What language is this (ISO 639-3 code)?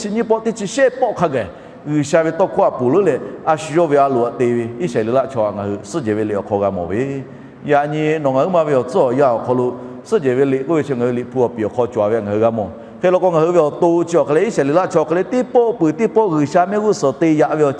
lhu